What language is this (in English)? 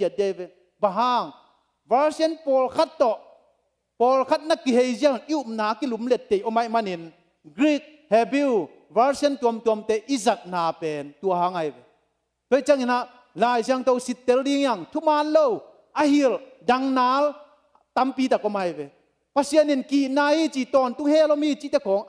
Tedim Chin